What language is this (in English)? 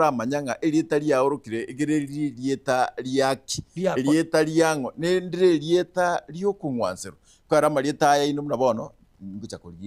Gusii